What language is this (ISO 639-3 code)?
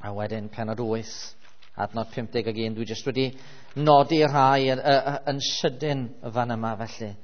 cym